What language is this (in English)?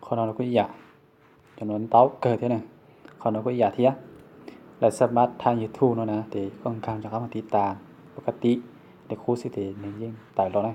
Hmong